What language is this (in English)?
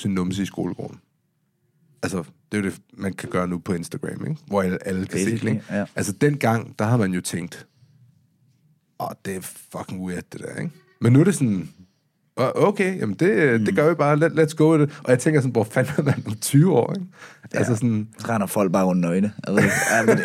Danish